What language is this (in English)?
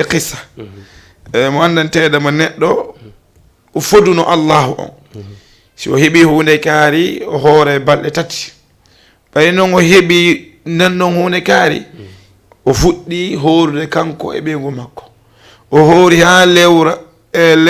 Fula